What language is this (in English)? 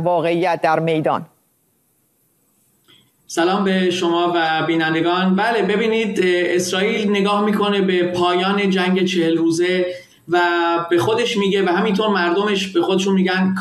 Persian